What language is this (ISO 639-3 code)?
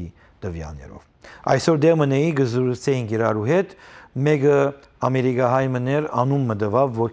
hyw